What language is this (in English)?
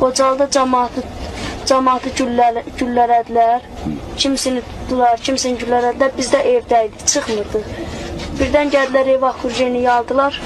Azerbaijani